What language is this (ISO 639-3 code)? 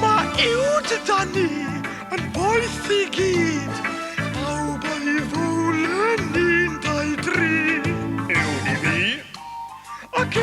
cym